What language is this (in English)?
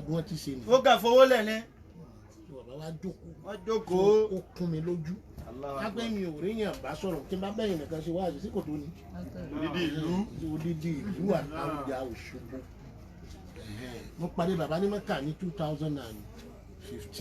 Yoruba